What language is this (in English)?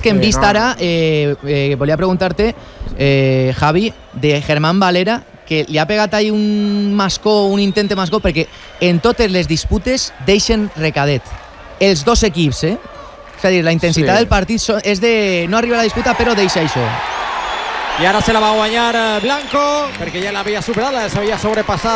Catalan